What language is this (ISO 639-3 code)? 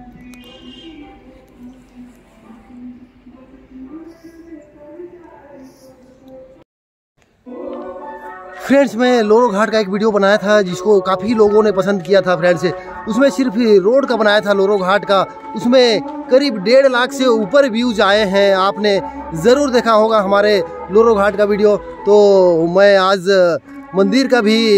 hin